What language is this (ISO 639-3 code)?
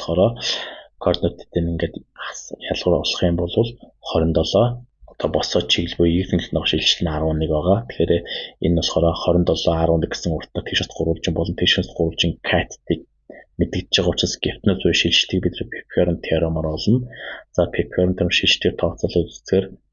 mon